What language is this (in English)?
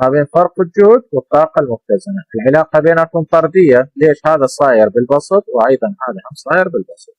Mesopotamian Arabic